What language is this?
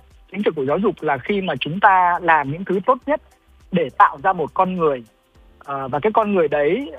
Vietnamese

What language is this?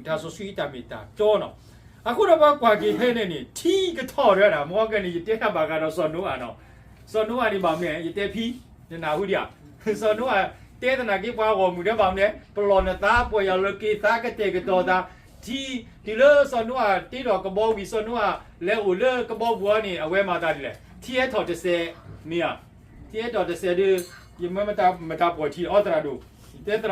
S'gaw Karen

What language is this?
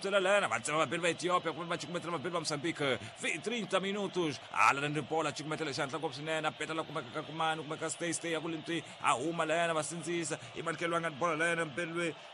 Tsonga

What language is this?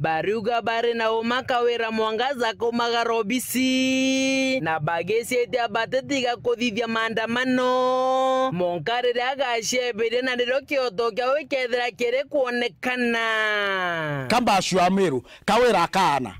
Meru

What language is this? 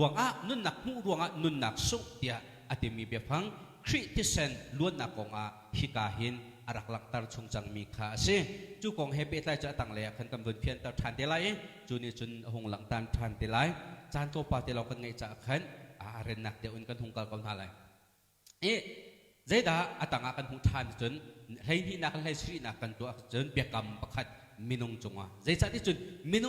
Hakha Chin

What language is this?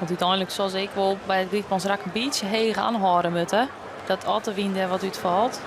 Western Frisian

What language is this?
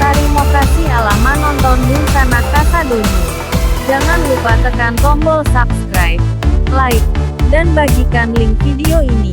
Minangkabau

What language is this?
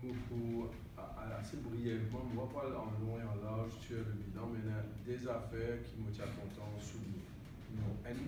Morisyen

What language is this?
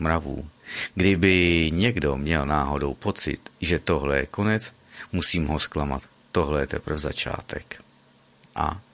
Czech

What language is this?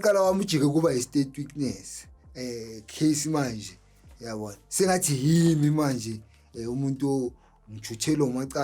Zulu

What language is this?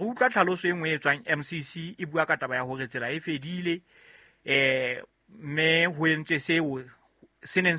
Southern Sotho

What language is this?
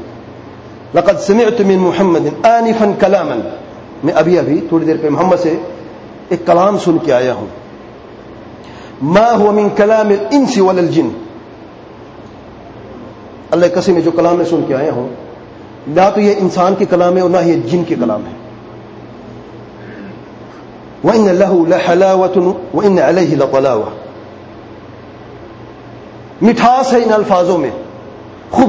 Urdu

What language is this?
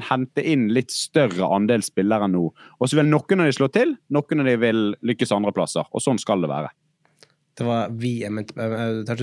Norwegian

